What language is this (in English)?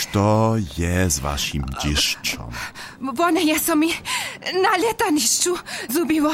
Upper Sorbian